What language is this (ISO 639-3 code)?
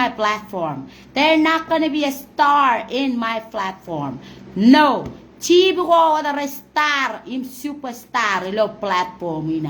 mah